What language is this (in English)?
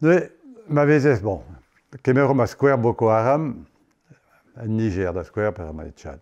Breton